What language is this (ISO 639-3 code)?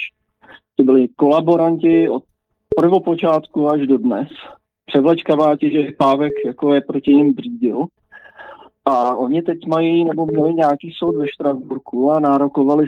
ces